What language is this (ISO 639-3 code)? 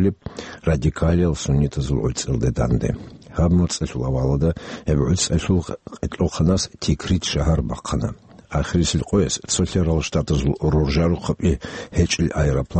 ava